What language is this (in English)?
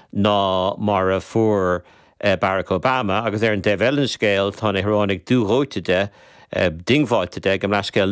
Irish